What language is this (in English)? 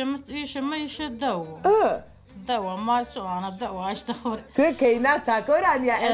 Zaza